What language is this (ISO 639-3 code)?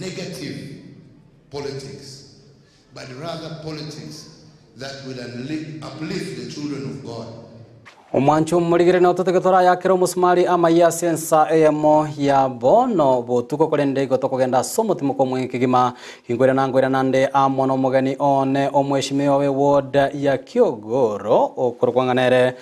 guz